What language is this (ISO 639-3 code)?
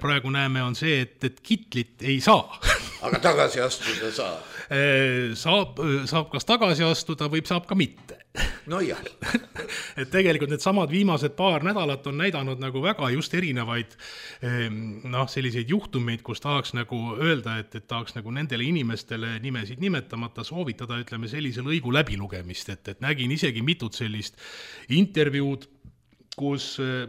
est